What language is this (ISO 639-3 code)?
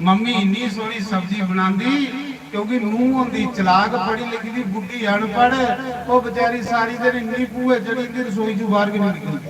doi